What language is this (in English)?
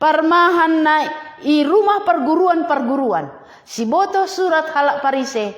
Batak Simalungun